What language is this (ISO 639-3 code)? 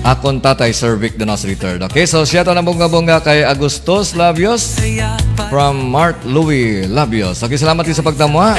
hil